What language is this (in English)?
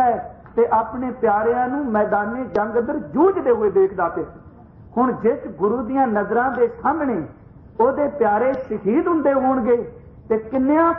Punjabi